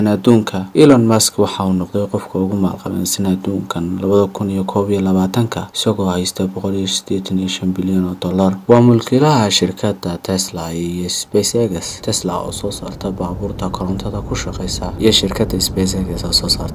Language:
Somali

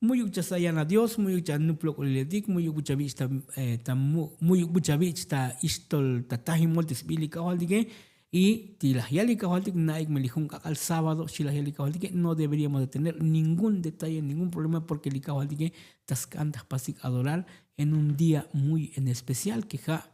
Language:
Tzotzil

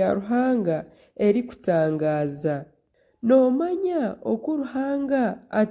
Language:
Nyankole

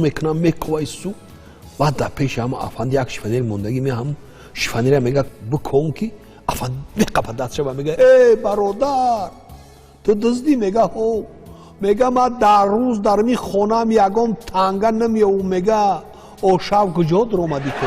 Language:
Tajik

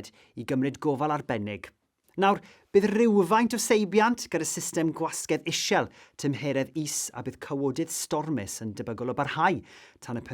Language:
Welsh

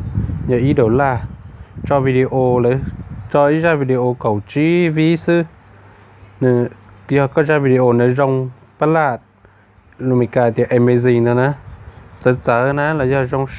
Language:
Hmong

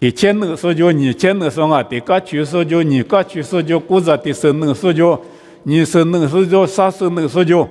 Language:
Lisu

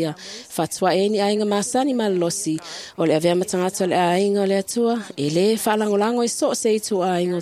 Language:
Samoan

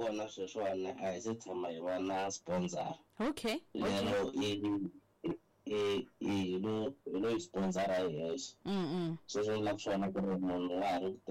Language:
Tsonga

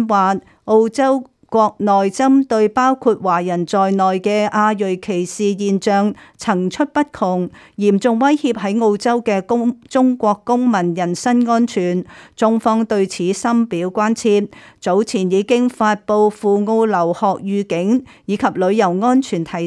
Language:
Cantonese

